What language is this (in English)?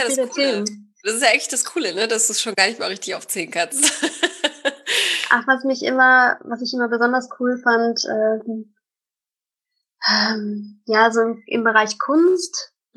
German